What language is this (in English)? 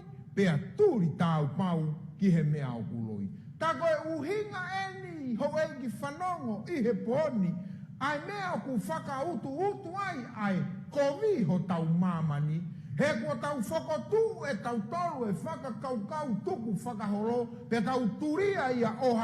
Tongan